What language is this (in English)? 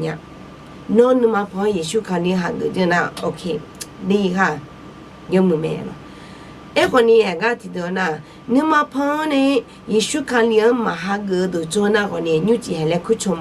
Akha